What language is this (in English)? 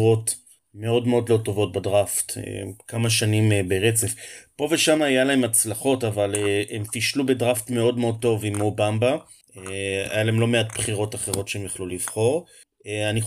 Hebrew